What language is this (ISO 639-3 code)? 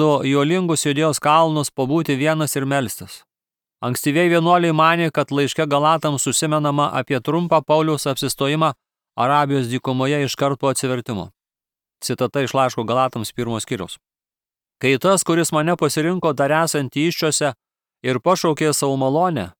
lit